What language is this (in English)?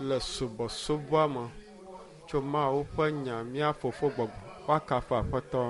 Ewe